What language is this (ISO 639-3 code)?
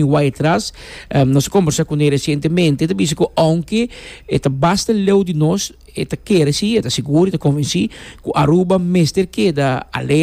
pap